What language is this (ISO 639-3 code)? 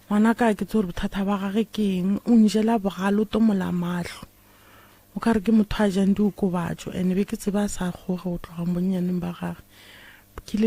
nso